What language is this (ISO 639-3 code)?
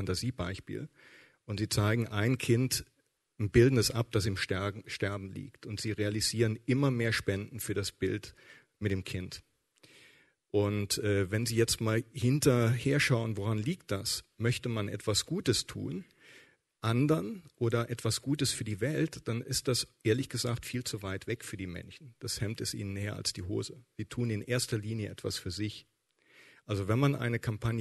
deu